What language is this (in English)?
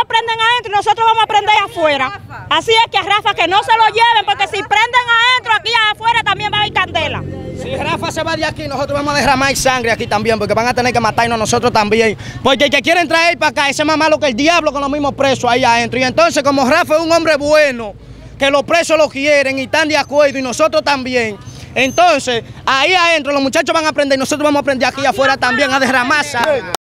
Spanish